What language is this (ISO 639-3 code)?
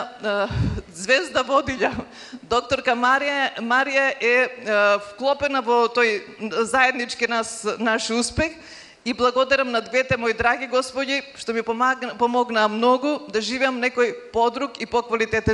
mkd